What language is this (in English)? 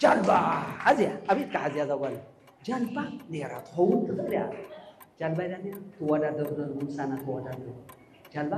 Tigrinya